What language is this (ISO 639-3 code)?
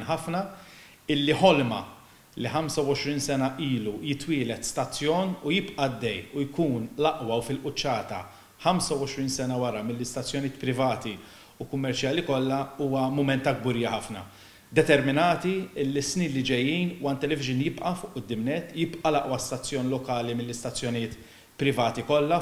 mlt